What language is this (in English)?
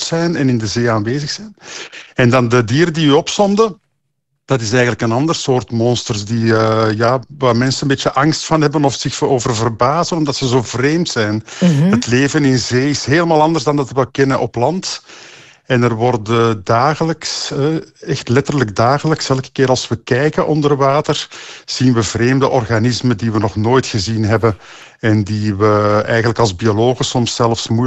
Dutch